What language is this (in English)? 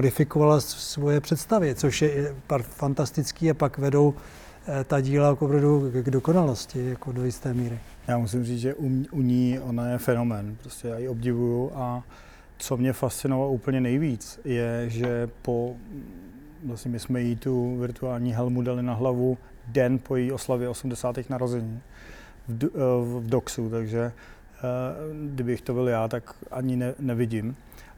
Czech